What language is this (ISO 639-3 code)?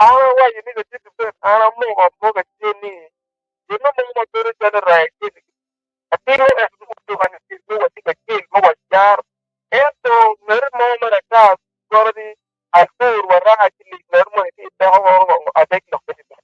ach